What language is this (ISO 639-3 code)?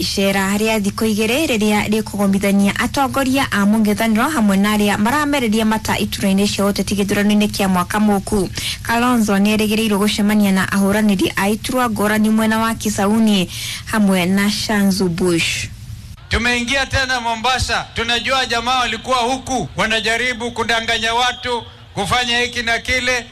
kik